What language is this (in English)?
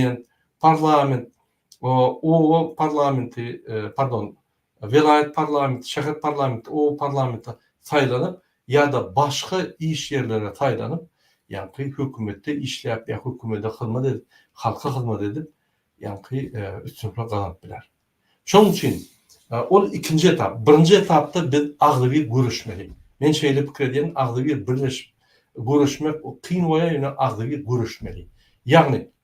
Turkmen